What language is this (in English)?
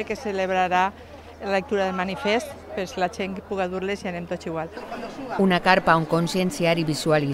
Catalan